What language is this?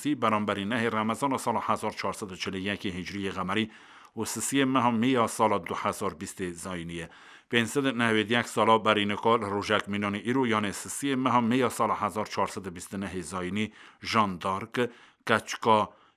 Kurdish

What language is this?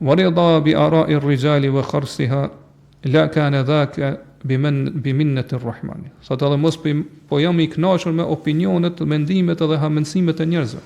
Albanian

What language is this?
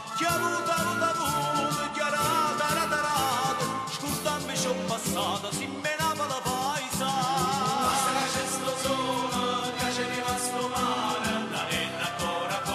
Neapolitan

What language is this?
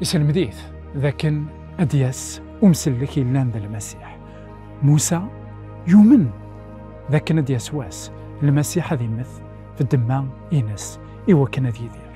Kabyle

